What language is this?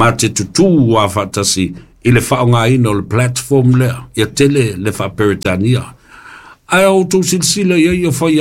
Samoan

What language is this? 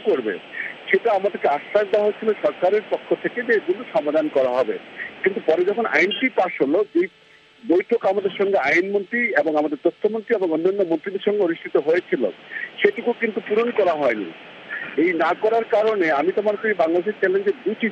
Bangla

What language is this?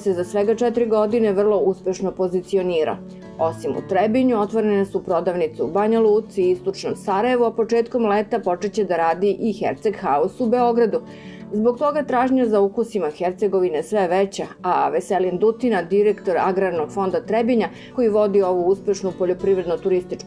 Serbian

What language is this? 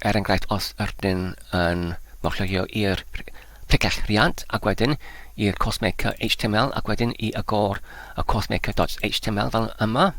Welsh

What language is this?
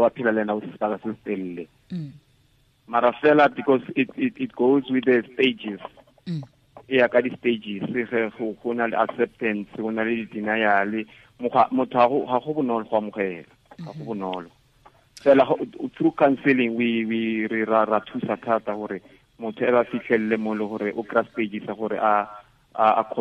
Tswana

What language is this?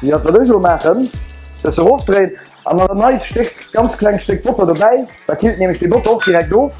Luxembourgish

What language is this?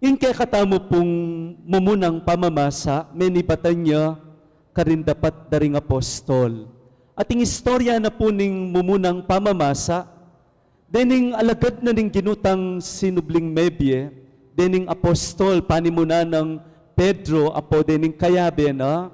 Pampanga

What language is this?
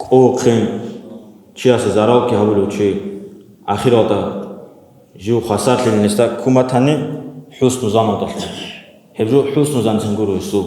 Avaric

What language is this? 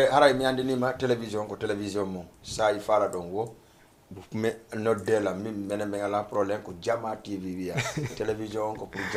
Fula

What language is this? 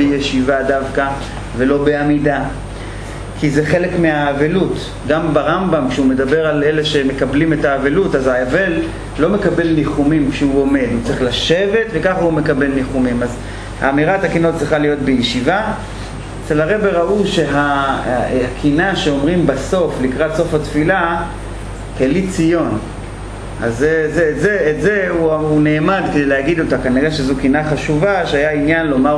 Hebrew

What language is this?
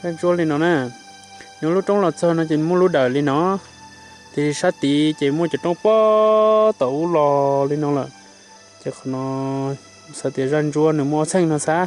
Hmong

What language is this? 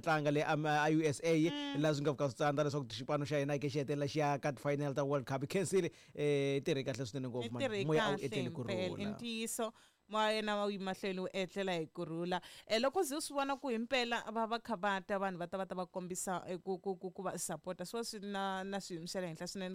Tsonga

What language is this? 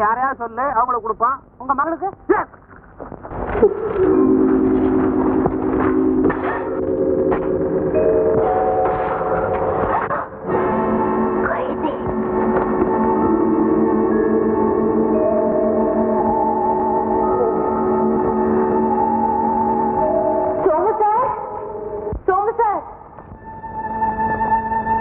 Tamil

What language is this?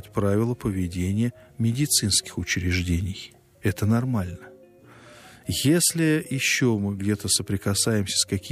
Russian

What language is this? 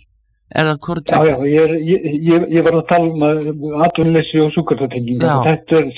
Icelandic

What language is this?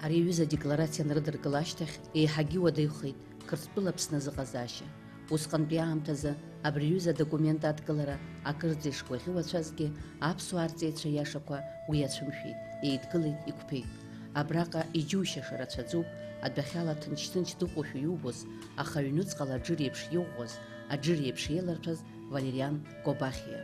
Abkhazian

